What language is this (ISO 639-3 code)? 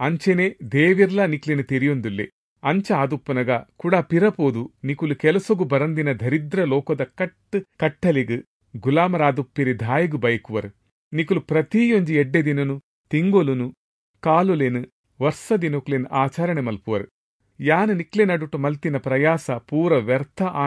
tcy